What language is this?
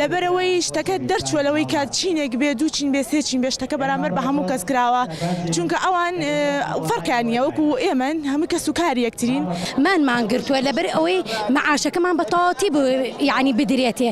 Central Kurdish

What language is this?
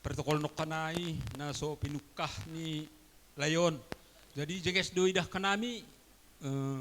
Batak Simalungun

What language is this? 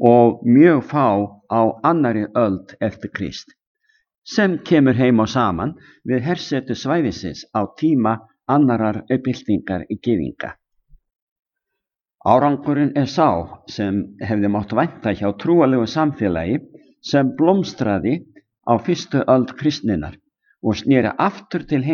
Icelandic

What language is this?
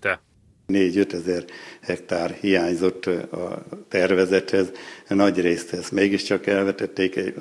Hungarian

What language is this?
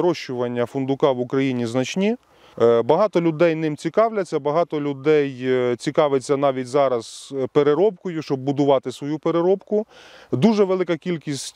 Ukrainian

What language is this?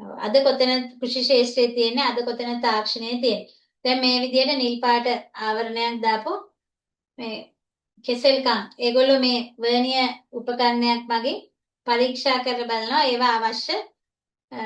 Sinhala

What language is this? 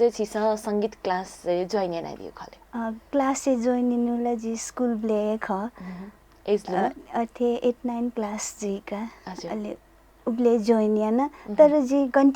Newari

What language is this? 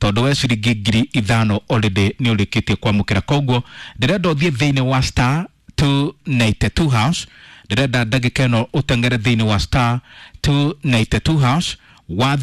Kikuyu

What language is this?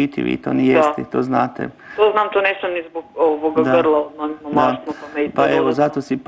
Croatian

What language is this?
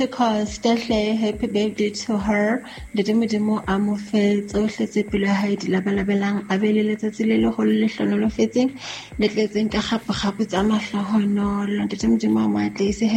Southern Sotho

